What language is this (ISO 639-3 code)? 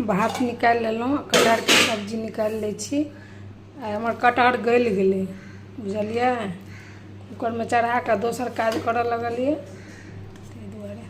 mai